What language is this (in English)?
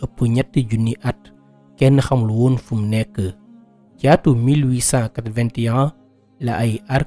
Wolof